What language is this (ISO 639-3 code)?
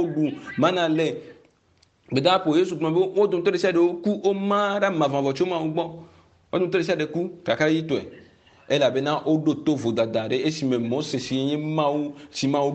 ewe